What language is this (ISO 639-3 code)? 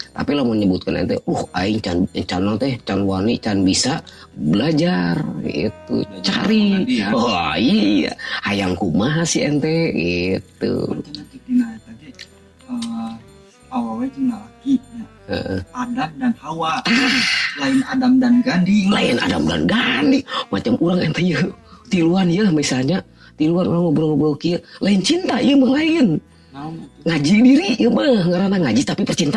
sun